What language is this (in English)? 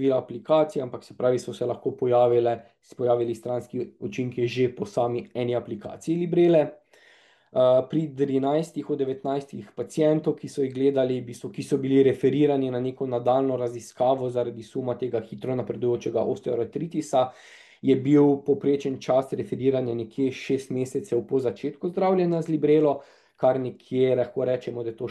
Slovenian